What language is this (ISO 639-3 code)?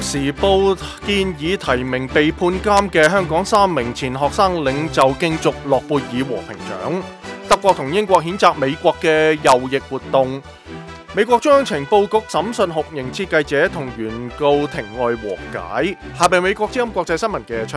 yue